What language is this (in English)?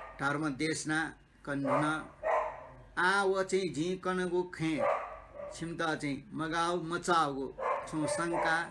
Newari